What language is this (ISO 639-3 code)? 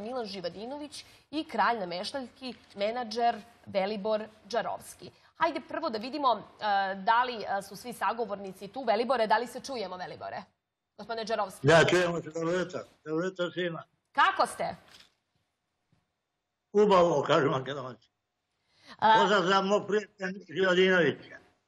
srp